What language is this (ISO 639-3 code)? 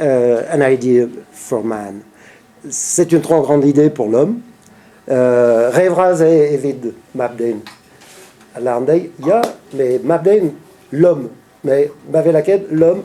bre